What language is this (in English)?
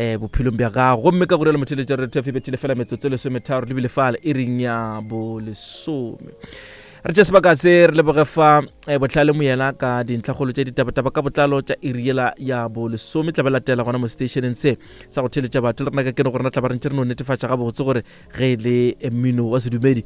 Northern Sotho